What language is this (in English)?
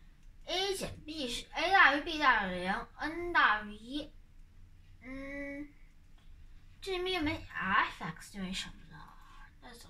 Chinese